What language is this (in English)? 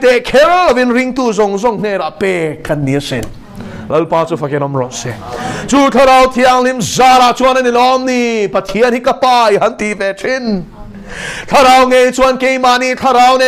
Mizo